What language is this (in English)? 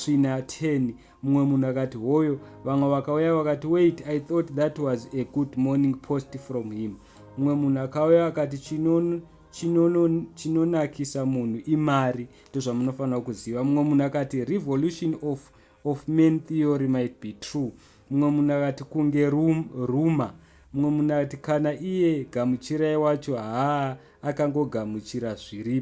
Shona